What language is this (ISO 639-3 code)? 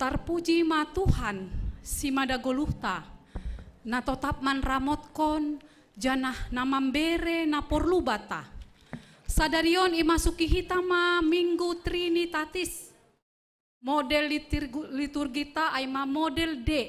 bts